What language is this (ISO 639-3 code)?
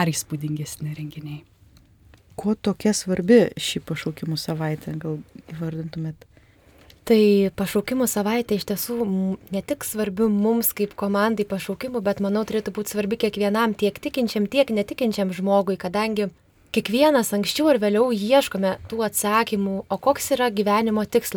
lit